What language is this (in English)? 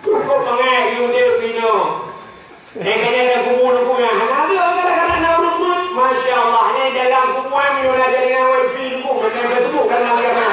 Achinese